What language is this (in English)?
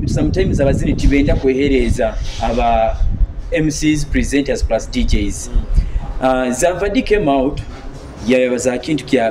Nyoro